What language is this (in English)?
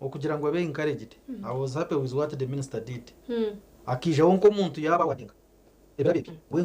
Nyankole